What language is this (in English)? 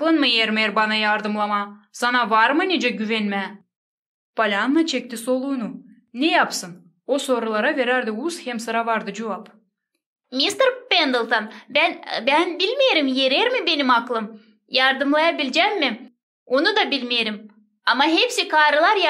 Gagauz